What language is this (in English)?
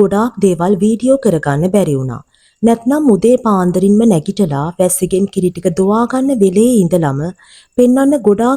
Sinhala